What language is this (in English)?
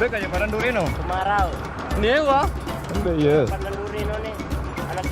Sasak